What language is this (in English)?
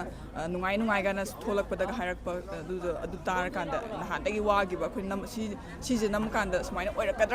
Manipuri